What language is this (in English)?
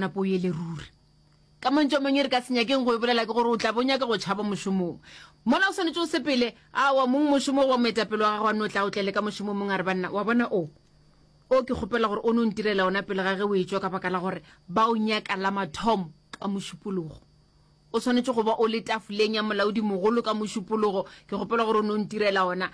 Northern Sotho